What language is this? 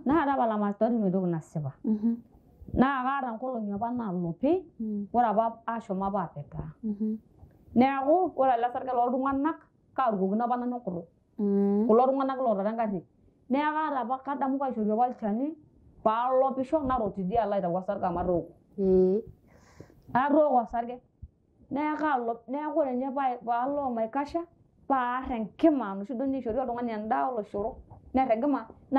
Masai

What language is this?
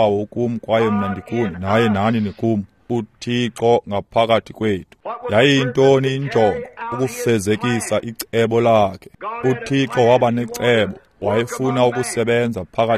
Xhosa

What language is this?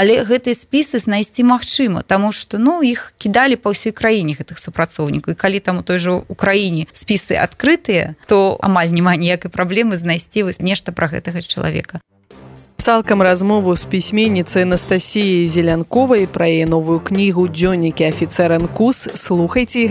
Belarusian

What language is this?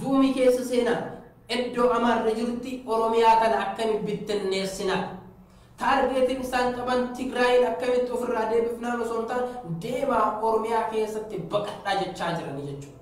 Oromo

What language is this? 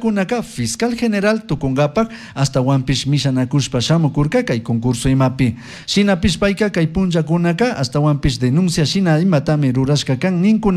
Chimborazo Highland Quichua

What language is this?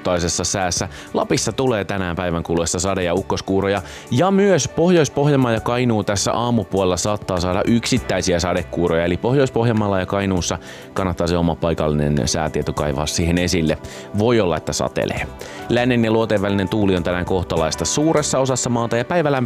Finnish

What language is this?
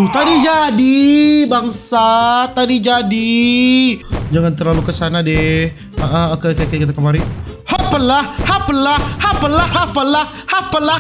Manado Malay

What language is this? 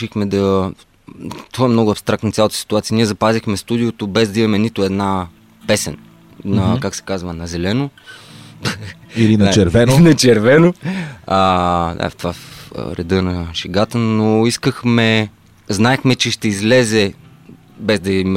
Bulgarian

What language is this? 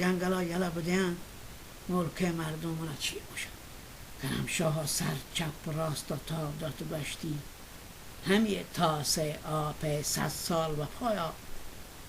Baluchi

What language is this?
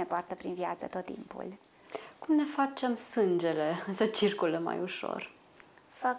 Romanian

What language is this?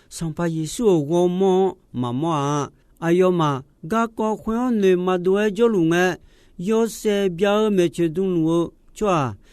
Akha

